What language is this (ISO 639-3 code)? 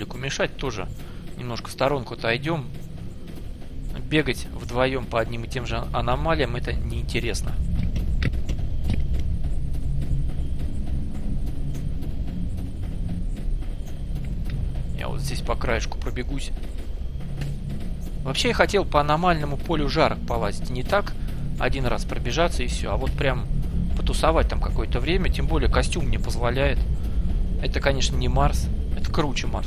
rus